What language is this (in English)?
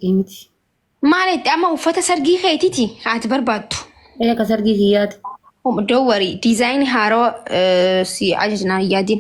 Oromo